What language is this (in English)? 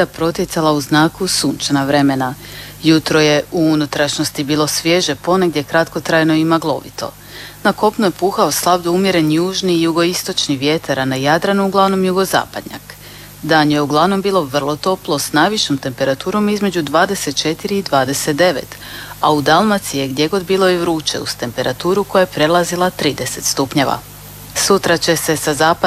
Croatian